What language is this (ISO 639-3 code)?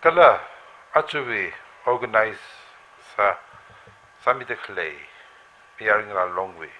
nmf